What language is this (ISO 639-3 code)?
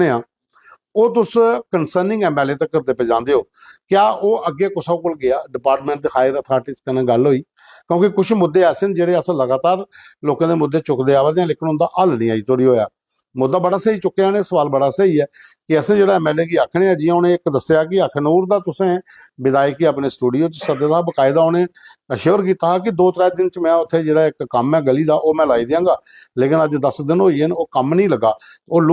doi